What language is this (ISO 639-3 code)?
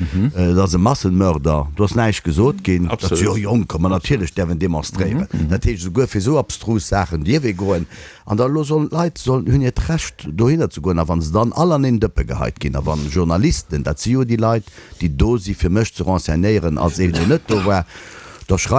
ltz